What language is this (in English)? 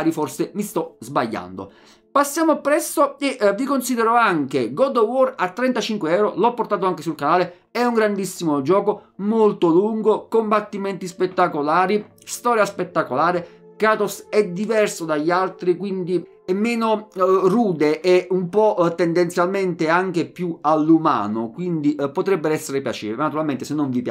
Italian